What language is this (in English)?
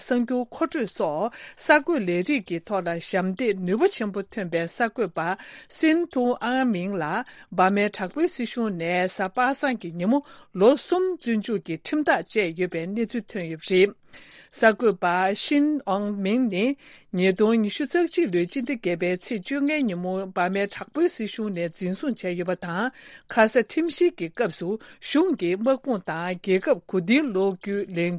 Tibetan